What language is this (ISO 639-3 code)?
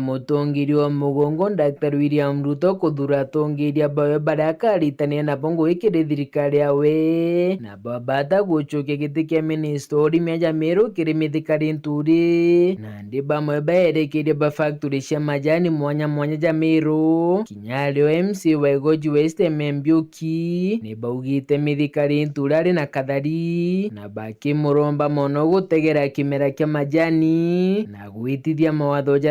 mer